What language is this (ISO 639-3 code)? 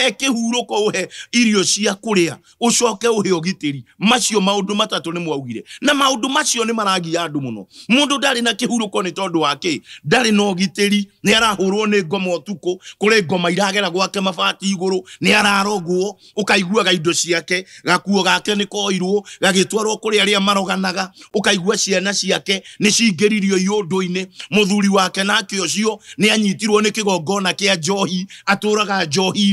kik